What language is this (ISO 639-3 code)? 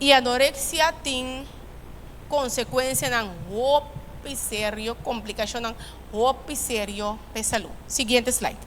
pap